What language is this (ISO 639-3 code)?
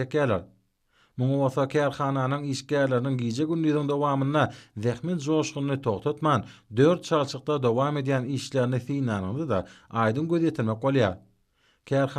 tuk